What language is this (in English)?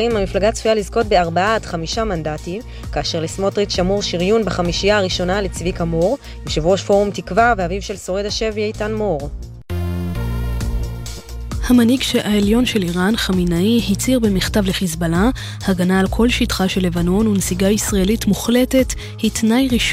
Hebrew